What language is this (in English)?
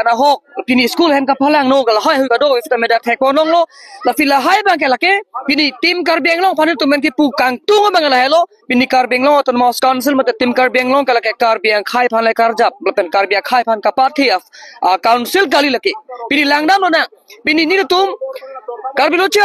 Karbi